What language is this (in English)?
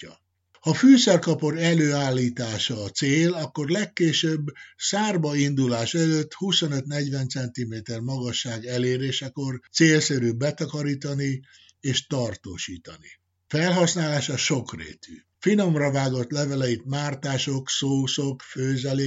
Hungarian